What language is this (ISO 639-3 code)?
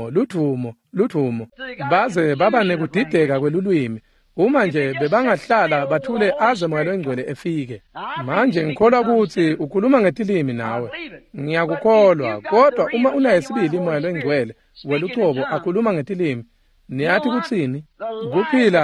ssw